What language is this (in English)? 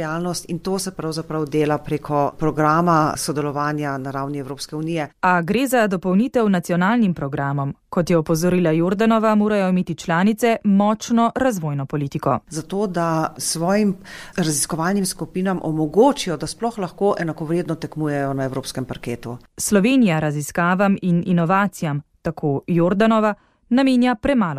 Slovenian